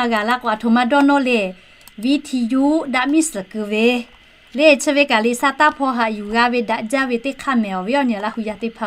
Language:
Lahu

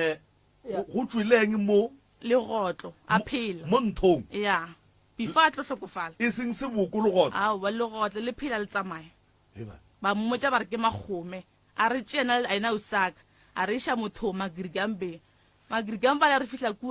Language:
Northern Sotho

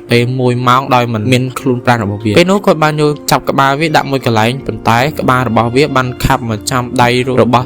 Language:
Khmer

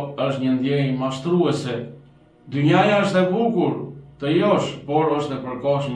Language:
Albanian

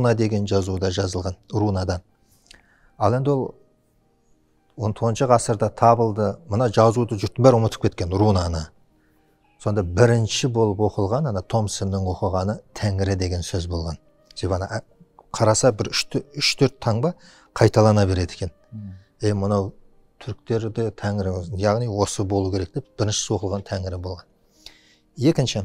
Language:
Kazakh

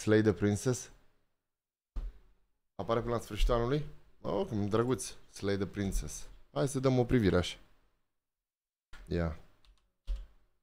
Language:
Romanian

